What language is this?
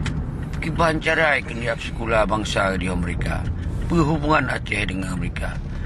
Achinese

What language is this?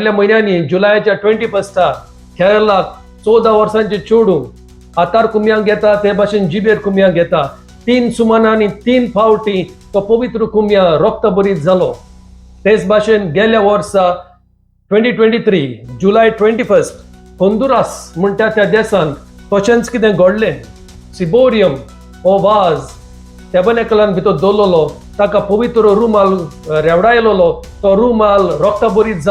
Konkani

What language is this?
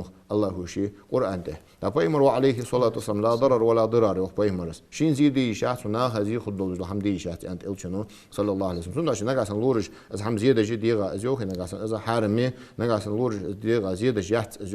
Ingush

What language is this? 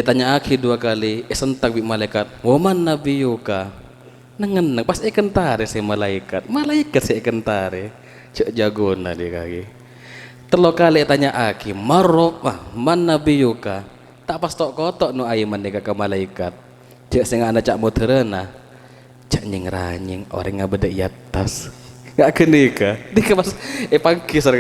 Madurese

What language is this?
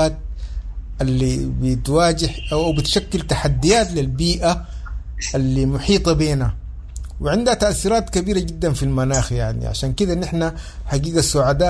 Sudanese Arabic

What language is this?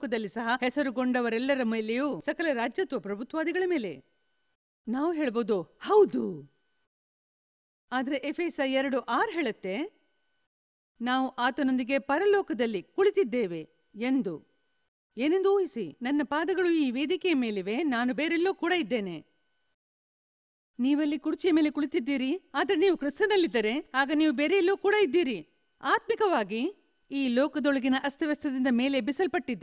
Kannada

